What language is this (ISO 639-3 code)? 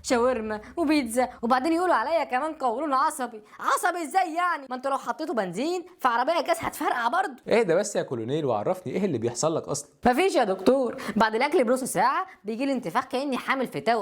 arz